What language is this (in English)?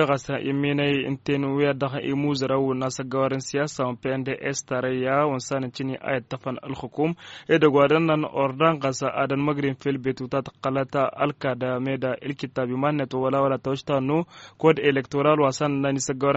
Tamasheq